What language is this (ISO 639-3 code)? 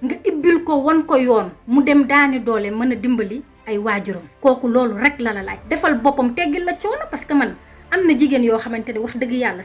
wol